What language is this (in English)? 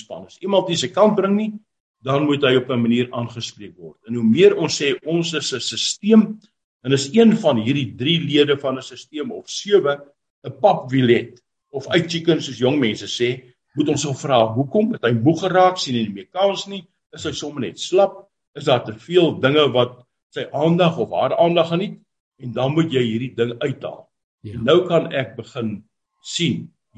Afrikaans